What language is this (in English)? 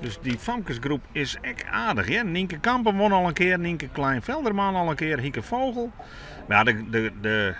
Western Frisian